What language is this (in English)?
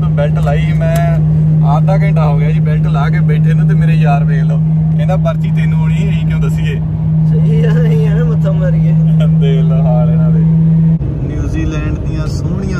Punjabi